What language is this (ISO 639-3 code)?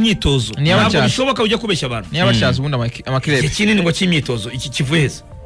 kin